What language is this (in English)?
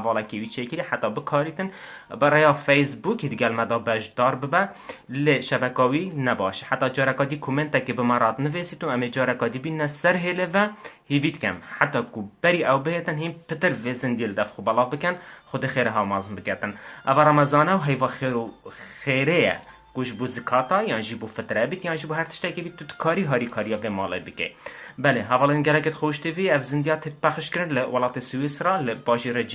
Kurdish